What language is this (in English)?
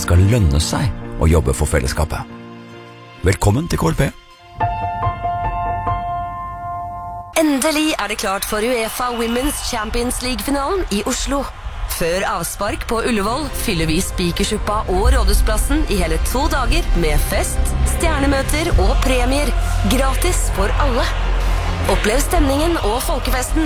Norwegian